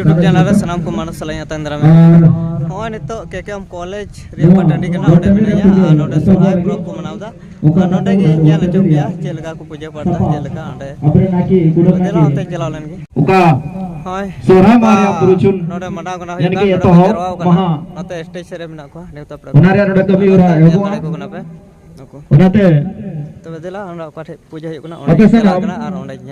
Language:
Santali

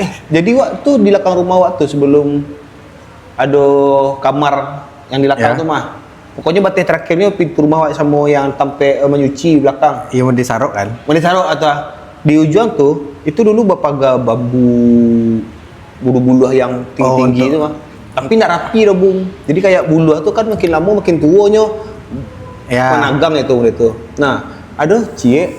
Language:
Minangkabau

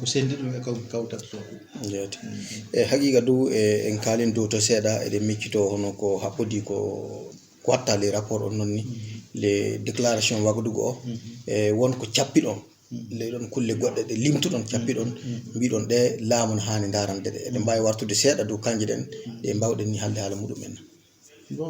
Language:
Fula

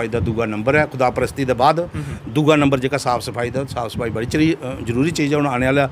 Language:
Dogri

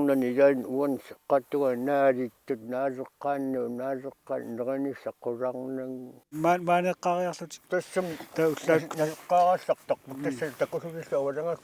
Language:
Kalaallisut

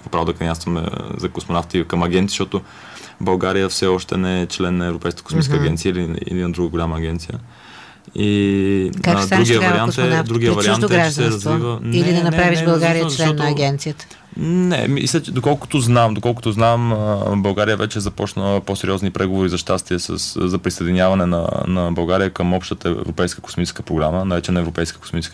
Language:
Bulgarian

